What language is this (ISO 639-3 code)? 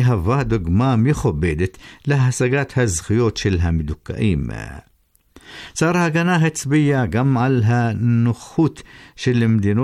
heb